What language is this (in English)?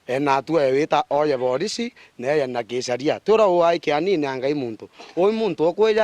Meru